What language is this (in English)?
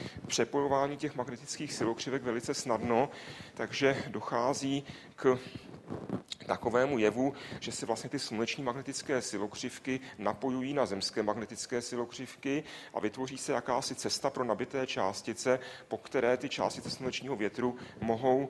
Czech